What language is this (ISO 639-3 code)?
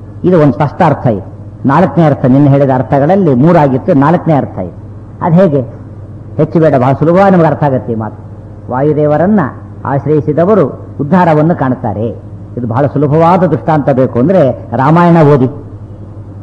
kan